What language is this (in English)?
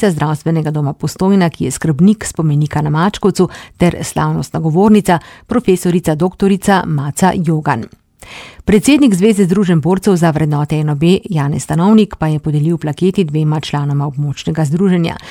Slovenian